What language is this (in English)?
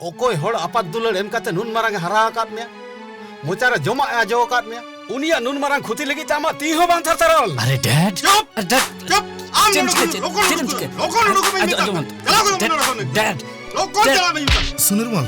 Santali